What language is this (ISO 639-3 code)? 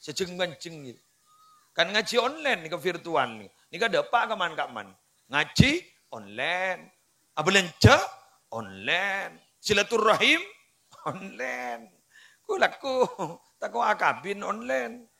mad